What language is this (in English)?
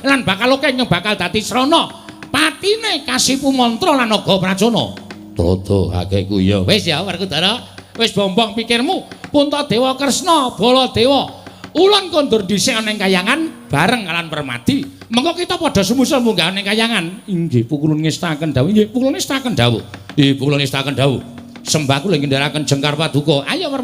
Javanese